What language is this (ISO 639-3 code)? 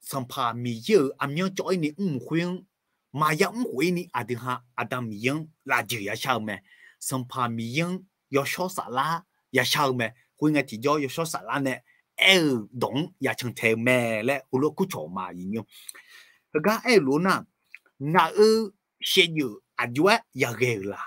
ahk